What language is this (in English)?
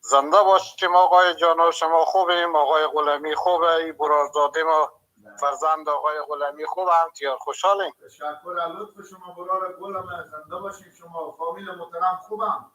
Persian